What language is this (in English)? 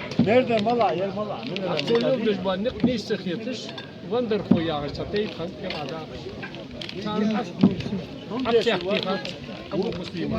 Chechen